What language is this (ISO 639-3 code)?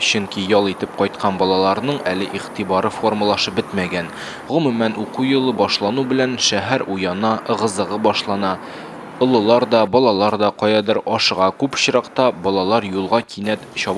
tat